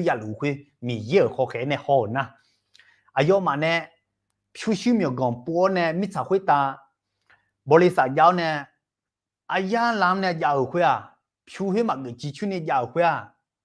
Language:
Akha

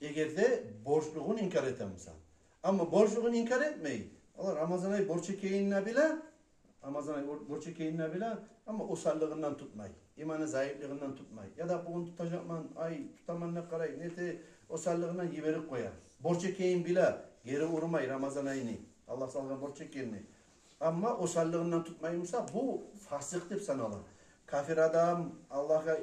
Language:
Kumyk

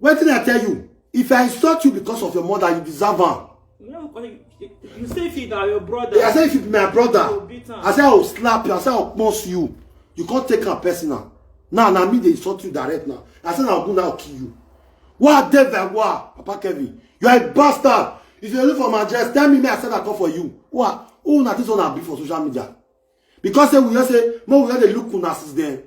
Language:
Nigerian Pidgin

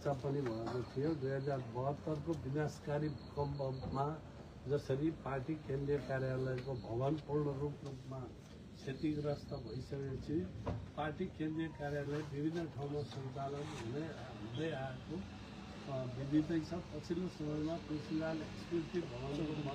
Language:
Nepali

